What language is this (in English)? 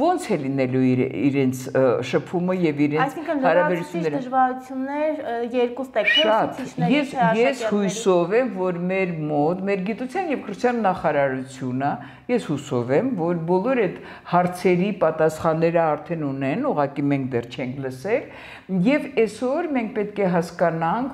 Armenian